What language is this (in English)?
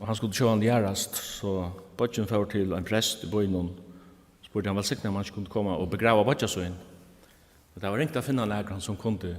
Faroese